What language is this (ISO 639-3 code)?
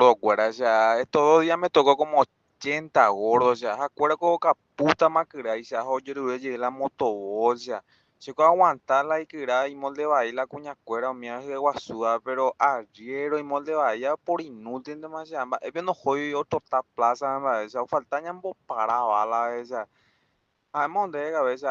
grn